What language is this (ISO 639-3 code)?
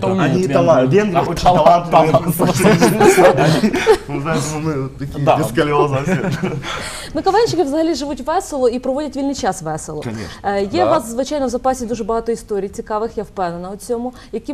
ukr